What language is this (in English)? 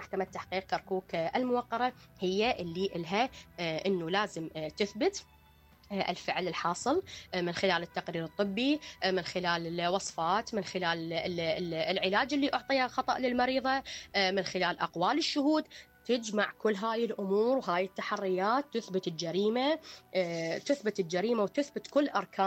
Mesopotamian Arabic